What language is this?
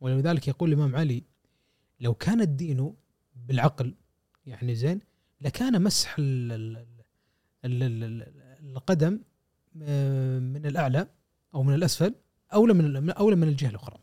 Gulf Arabic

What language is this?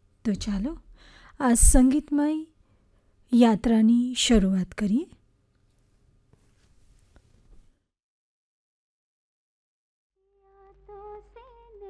Gujarati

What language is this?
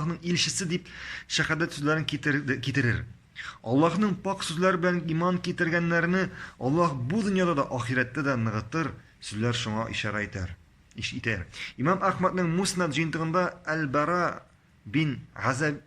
Tatar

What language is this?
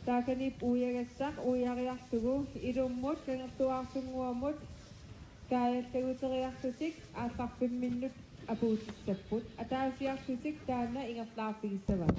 Kalaallisut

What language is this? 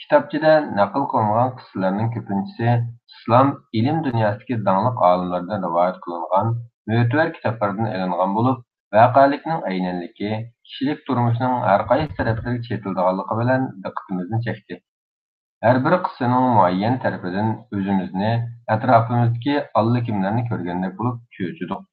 Uyghur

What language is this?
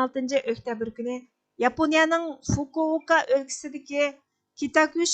Uyghur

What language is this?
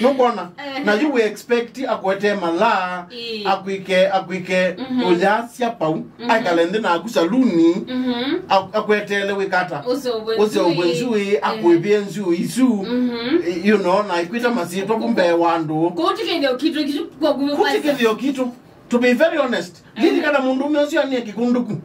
Kamba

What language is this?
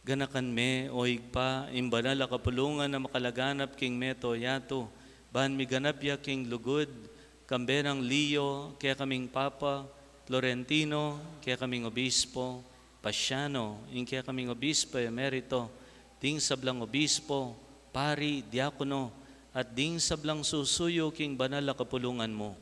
Pampanga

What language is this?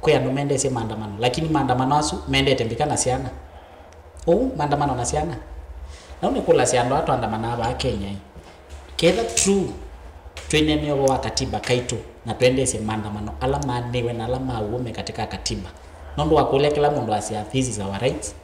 Kamba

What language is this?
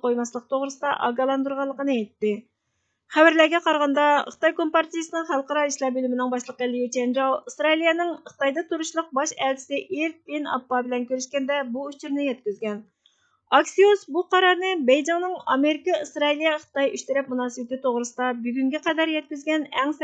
Uyghur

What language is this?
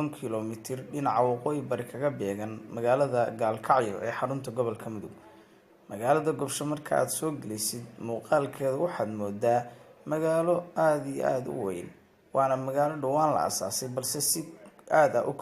Somali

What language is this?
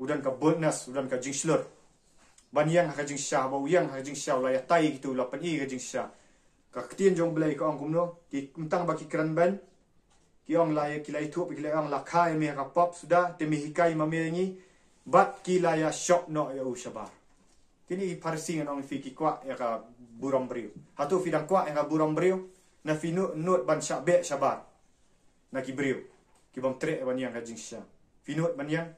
Khasi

